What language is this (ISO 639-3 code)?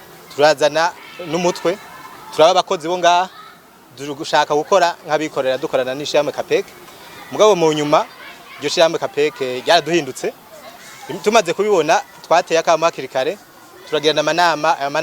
run